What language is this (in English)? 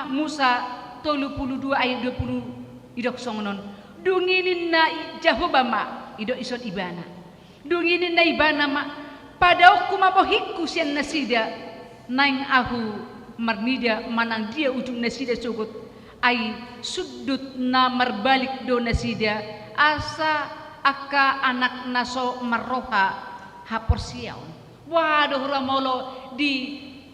Batak Toba